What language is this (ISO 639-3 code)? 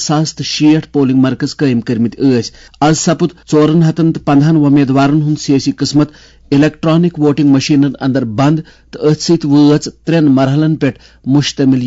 kas